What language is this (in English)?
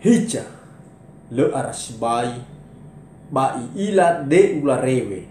Nias